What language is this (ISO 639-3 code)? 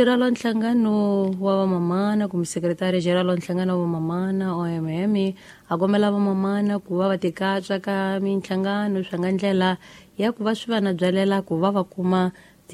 tso